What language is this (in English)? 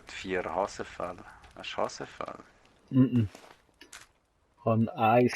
Swiss German